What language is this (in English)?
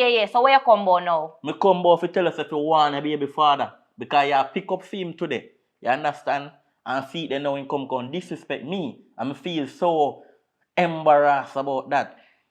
Jamaican Creole English